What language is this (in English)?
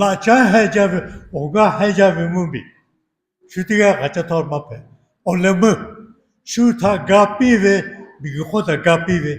Lahu